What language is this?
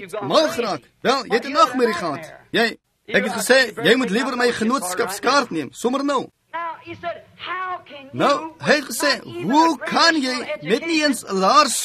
Afrikaans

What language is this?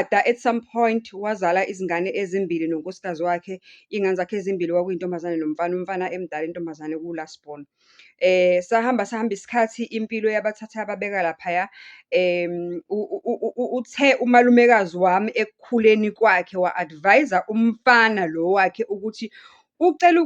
Zulu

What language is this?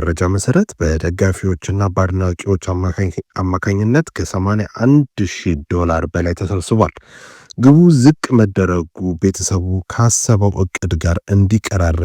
Amharic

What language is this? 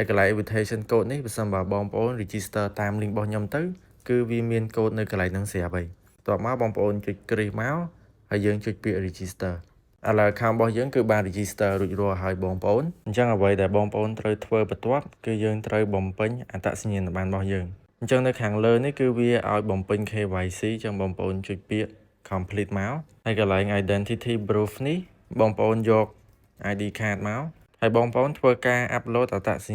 Khmer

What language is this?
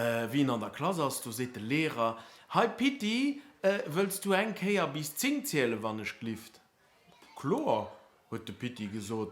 Luxembourgish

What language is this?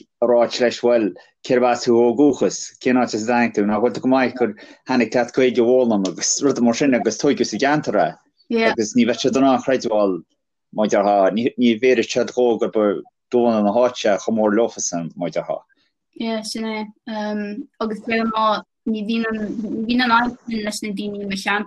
Irish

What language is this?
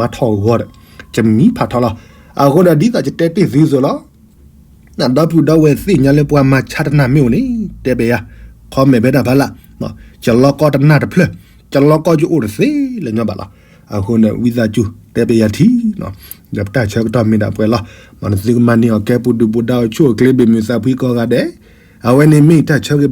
S'gaw Karen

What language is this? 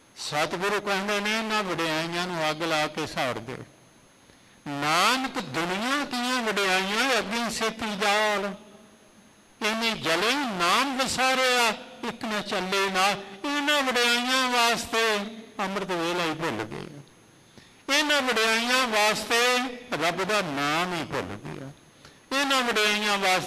Punjabi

